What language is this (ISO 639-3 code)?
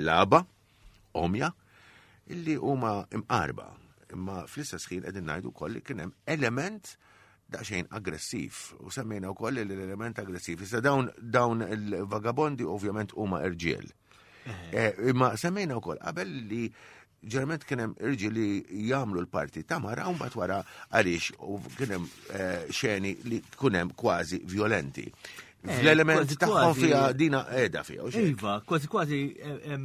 mlt